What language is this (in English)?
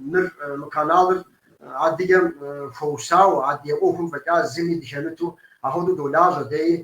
Kabardian